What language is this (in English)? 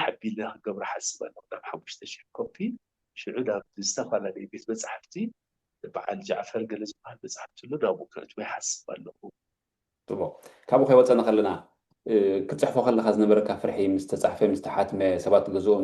Tigrinya